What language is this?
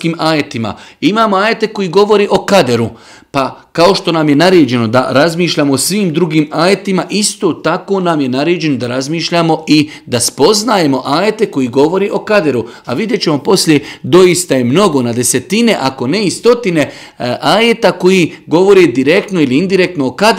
Bosnian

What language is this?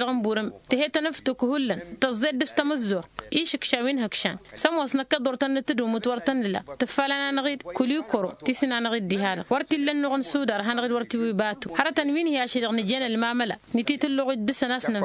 Tamasheq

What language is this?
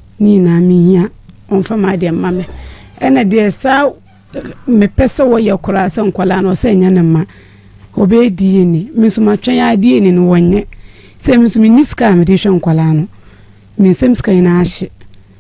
Akan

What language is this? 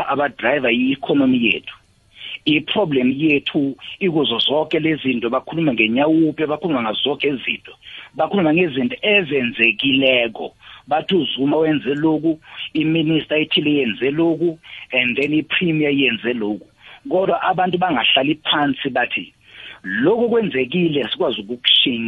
South Ndebele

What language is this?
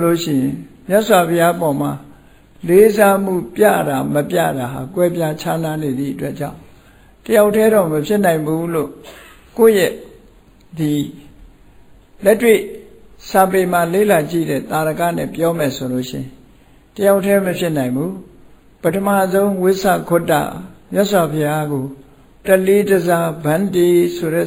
Burmese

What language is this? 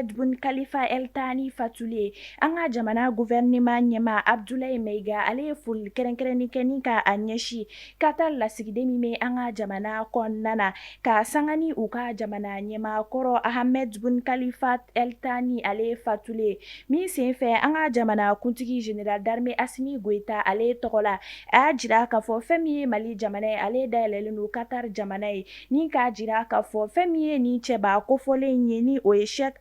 Bambara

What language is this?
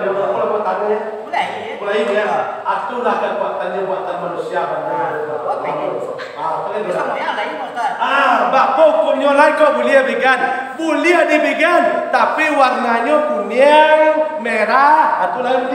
Minangkabau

